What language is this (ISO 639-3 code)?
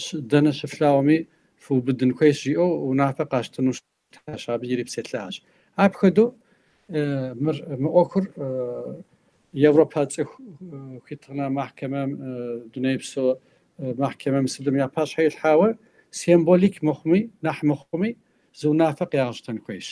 kbd